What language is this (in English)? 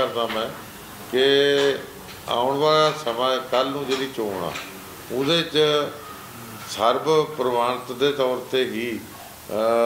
Punjabi